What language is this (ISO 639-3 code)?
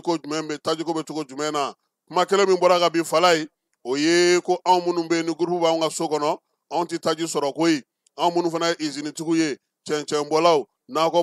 bam